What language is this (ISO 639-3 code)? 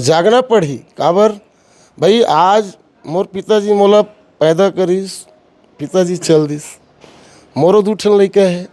hne